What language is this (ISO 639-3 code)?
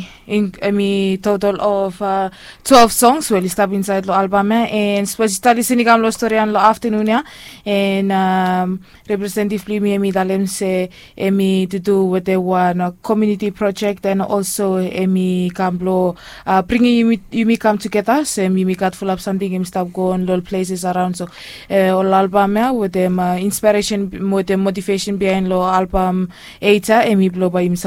bis